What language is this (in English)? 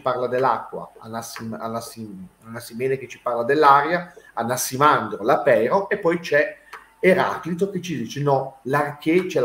Italian